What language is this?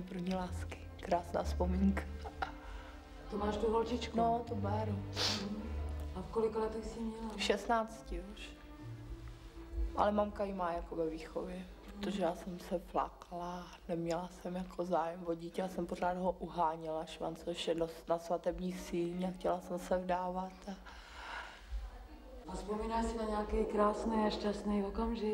Czech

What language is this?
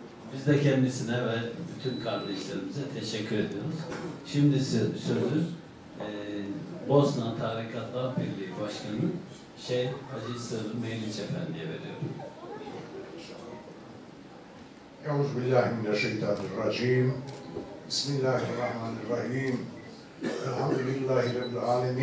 Turkish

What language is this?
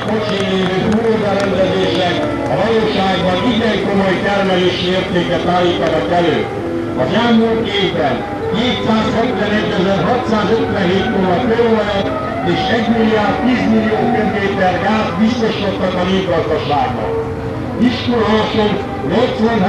Hungarian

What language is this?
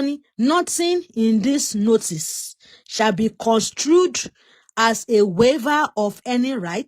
Yoruba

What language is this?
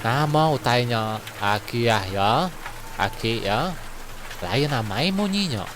Iban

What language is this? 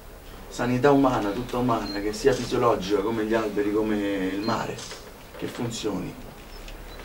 Italian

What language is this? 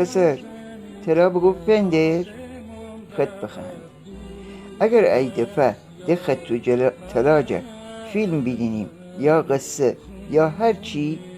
Gilaki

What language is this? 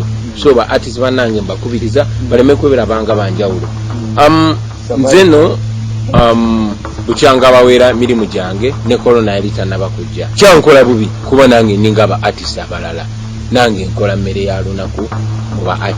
Ganda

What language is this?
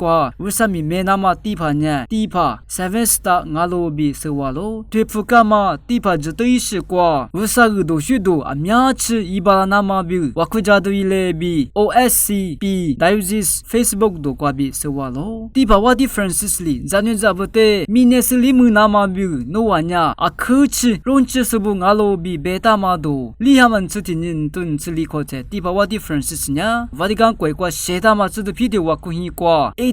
Lisu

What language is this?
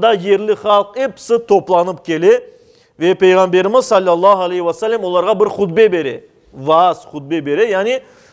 Crimean Tatar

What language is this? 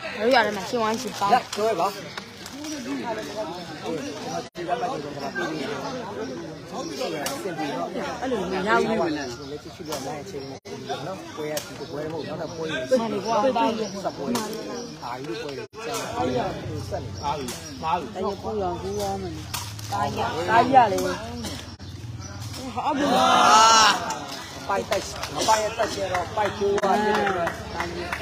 Burmese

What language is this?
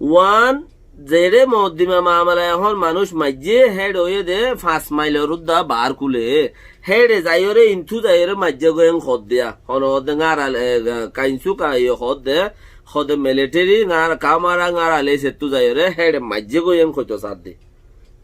Rohingya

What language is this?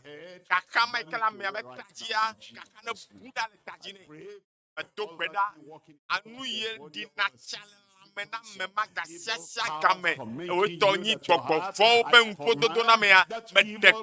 Ewe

